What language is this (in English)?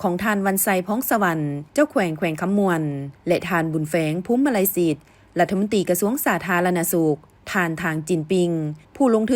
Lao